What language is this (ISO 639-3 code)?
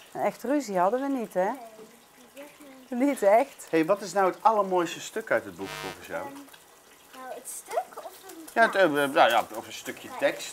nld